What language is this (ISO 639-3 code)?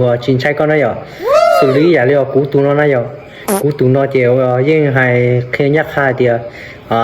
hmn